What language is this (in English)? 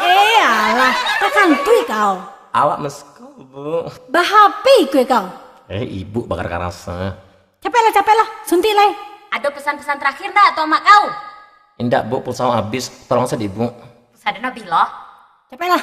Minangkabau